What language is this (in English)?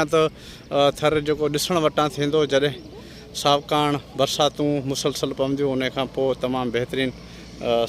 Sindhi